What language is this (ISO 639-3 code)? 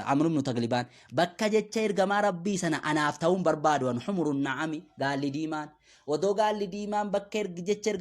orm